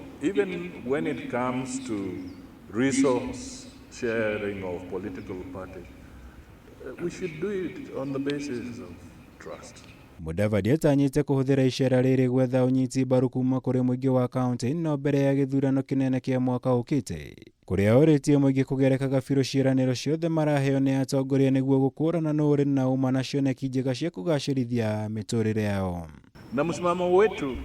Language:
Kikuyu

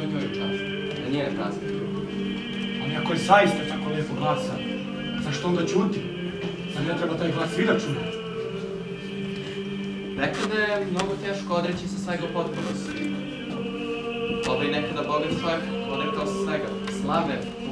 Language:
Serbian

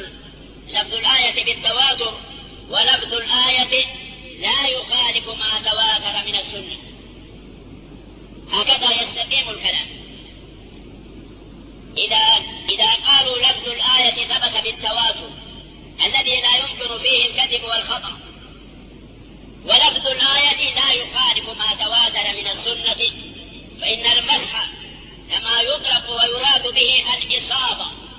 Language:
Arabic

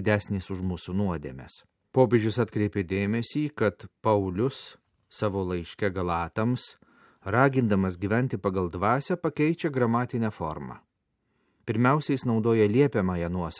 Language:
Lithuanian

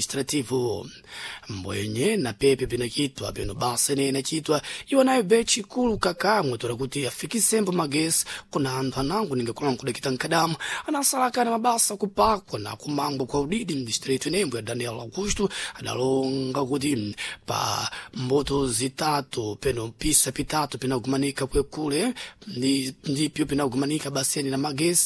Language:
Sena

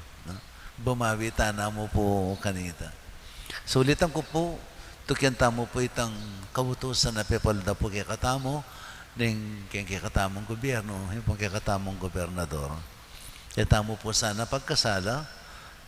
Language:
Pampanga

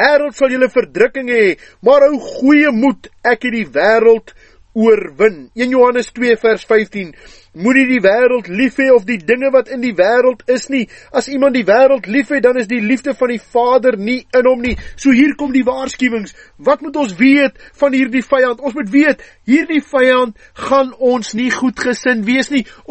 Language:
Afrikaans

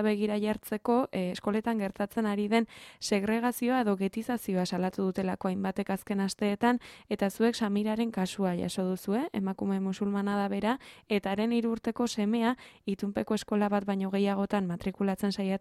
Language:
Basque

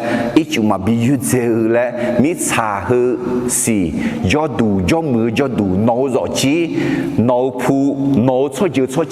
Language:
Akha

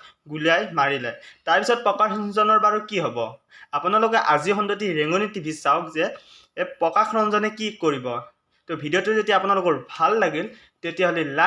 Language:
Assamese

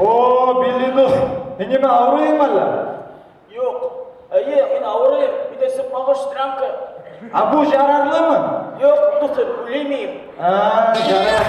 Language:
Bashkir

